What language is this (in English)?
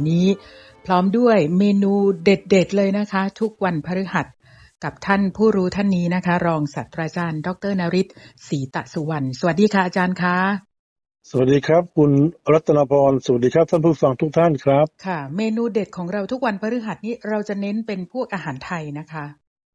Thai